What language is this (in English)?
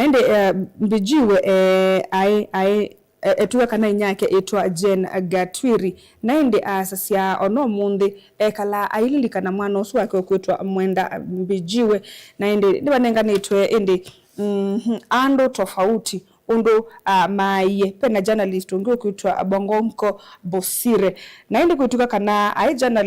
Kamba